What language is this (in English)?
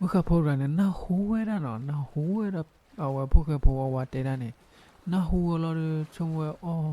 S'gaw Karen